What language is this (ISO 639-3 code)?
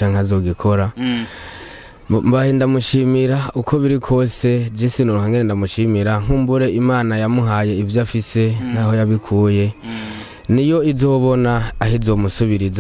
run